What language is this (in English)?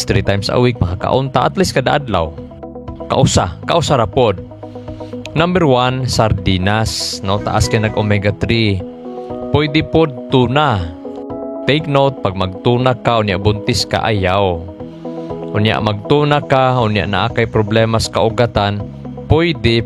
Cebuano